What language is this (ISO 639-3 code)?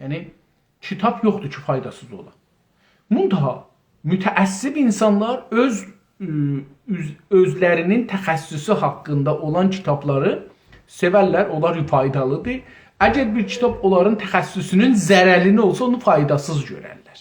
azb